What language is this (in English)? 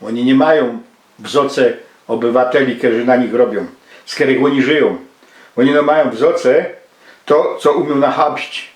Silesian